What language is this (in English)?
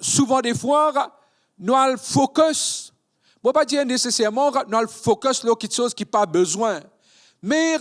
Morisyen